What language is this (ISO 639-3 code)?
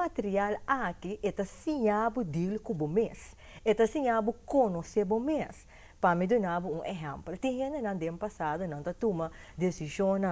pap